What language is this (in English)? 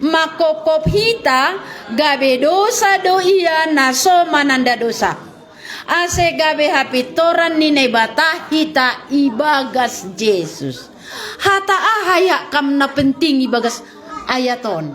Batak Simalungun